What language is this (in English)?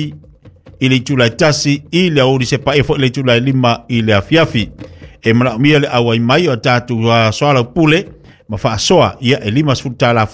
Samoan